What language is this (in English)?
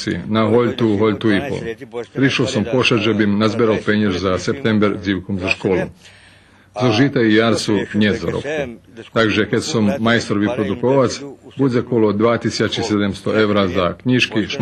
Rusyn